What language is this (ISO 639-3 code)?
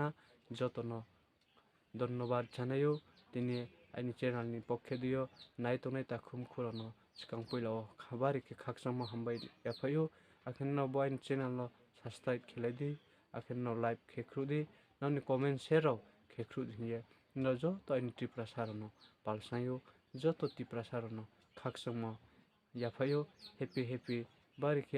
ria